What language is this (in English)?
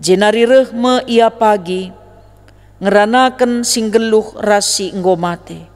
Batak Karo